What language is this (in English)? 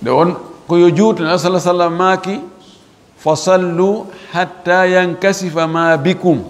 Fula